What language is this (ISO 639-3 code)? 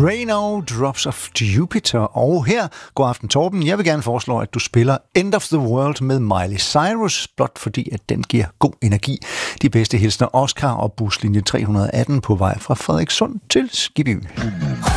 dan